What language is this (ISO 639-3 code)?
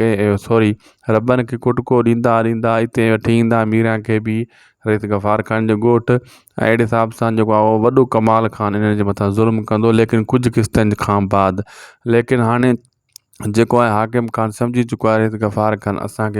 snd